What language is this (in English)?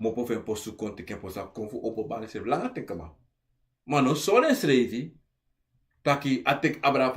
Sranan Tongo